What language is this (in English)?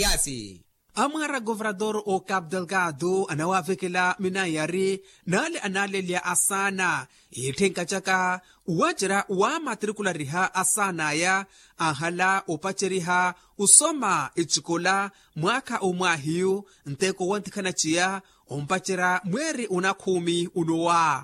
Makhuwa